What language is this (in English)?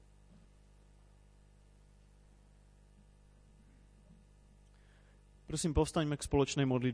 Slovak